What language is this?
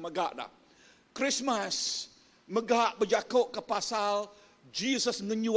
Iban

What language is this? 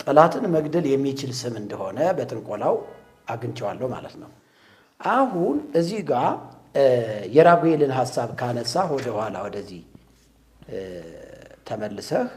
Amharic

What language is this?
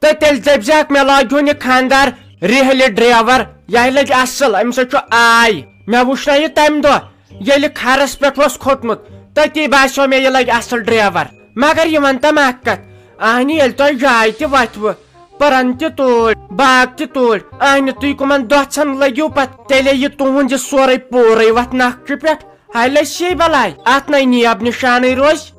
Kashmiri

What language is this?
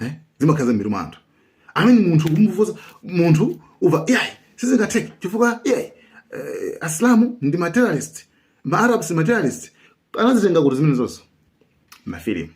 Nyanja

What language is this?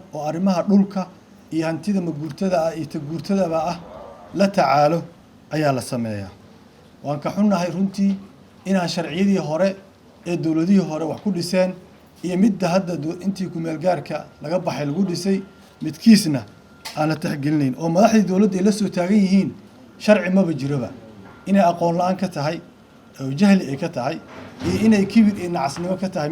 Somali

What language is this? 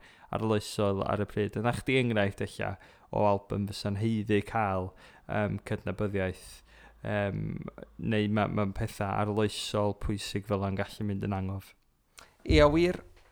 Welsh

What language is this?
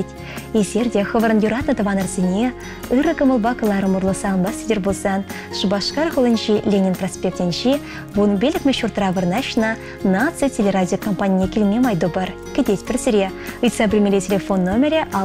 Chuvash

